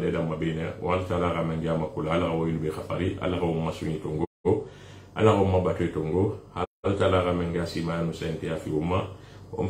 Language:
Susu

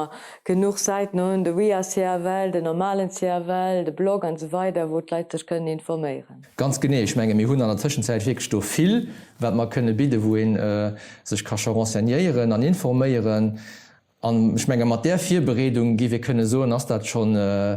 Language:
Luxembourgish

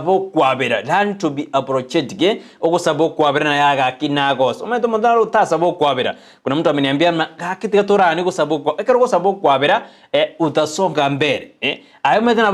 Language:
Gusii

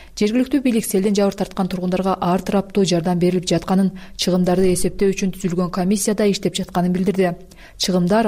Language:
Kyrgyz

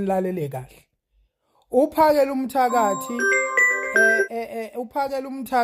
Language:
Zulu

